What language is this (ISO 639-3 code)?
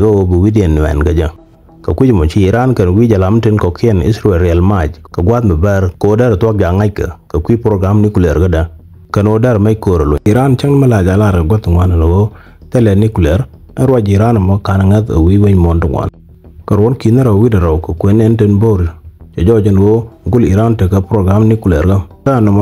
nus